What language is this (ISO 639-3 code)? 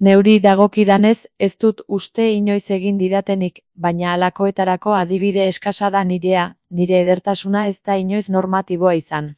eus